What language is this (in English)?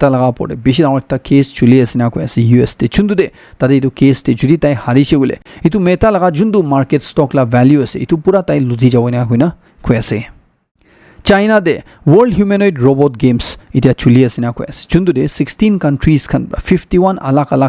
Naga Pidgin